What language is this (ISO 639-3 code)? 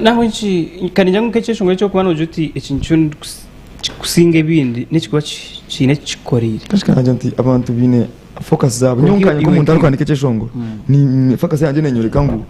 nyn